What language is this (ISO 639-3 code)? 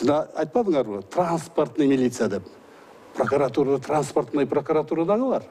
kir